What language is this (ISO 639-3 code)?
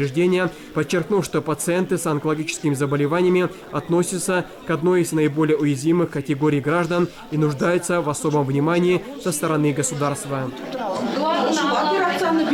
rus